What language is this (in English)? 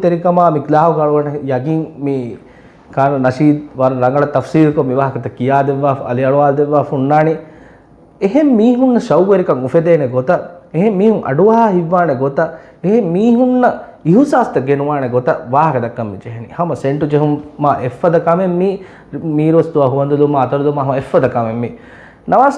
Divehi